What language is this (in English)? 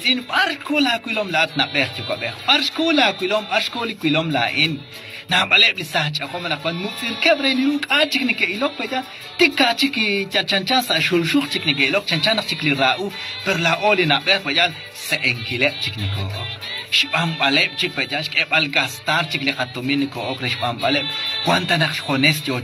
Kekchí